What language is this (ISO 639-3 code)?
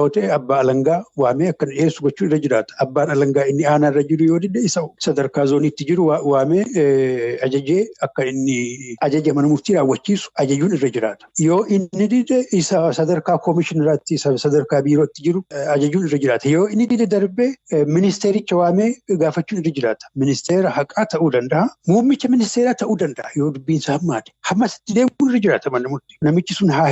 orm